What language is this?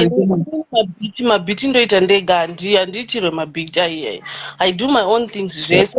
Shona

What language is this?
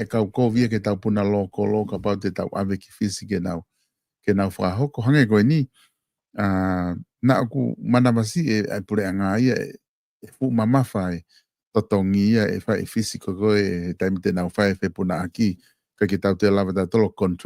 Tongan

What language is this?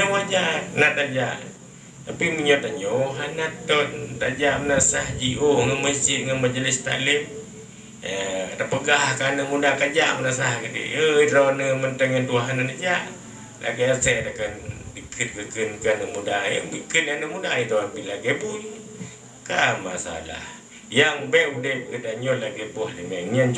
Achinese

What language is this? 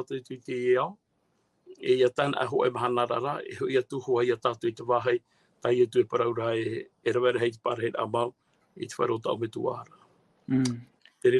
Tahitian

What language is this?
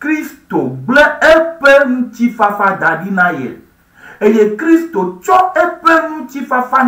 Ewe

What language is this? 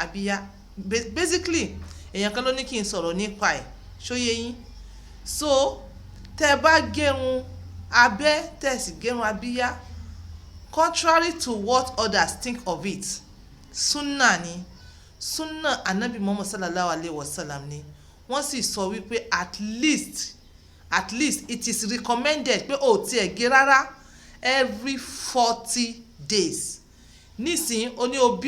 Yoruba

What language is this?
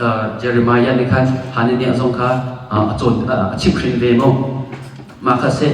Hakha Chin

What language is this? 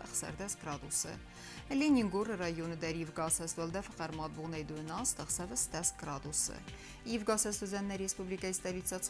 Ossetic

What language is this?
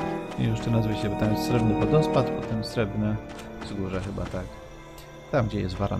Polish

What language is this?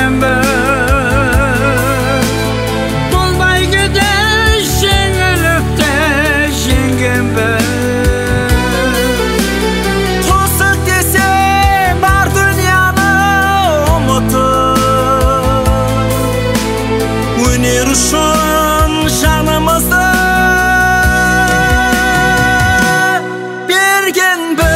Kazakh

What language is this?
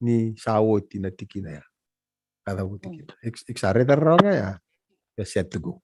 Fijian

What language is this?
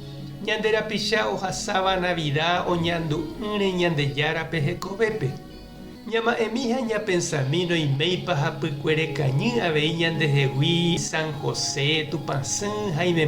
Guarani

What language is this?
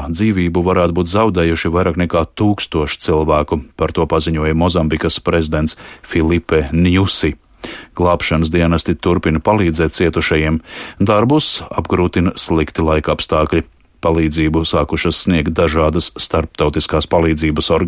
Latvian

